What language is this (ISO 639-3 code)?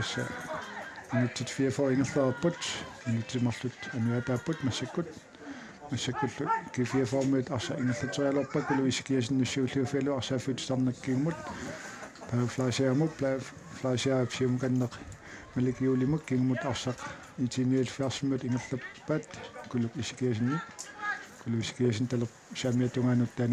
kal